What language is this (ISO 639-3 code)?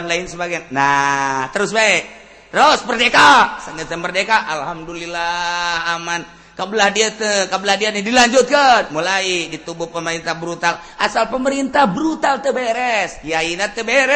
sun